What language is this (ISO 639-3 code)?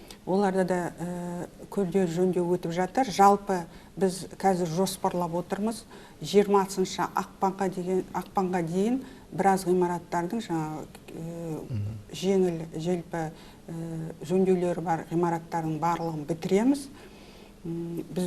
kaz